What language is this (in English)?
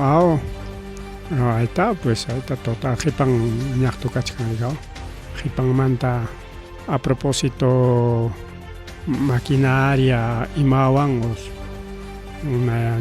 Ayacucho Quechua